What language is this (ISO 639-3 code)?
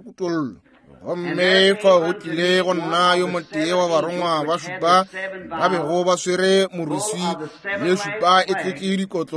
nso